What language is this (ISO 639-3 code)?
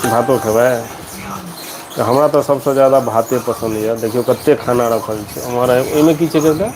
mai